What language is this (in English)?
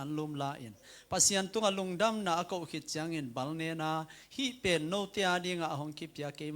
Tedim Chin